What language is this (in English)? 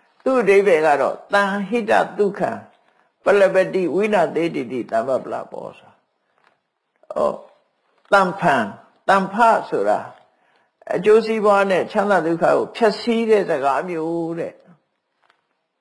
Burmese